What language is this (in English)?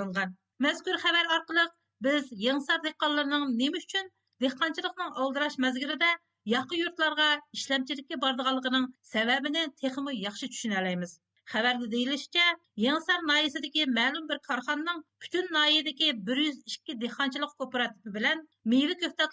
Uyghur